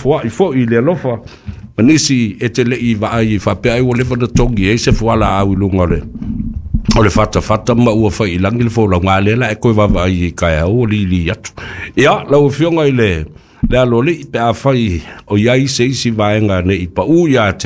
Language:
Samoan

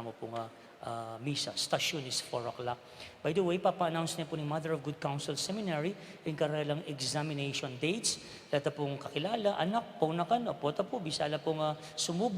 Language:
Pampanga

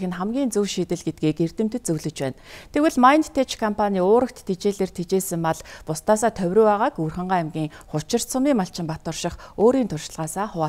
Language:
Mongolian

